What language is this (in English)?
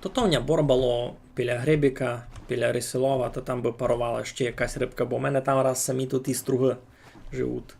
Rusyn